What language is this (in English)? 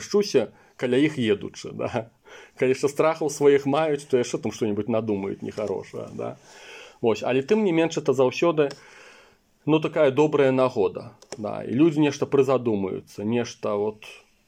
Belarusian